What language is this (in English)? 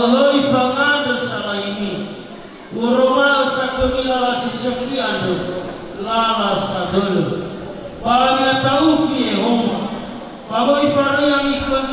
Nias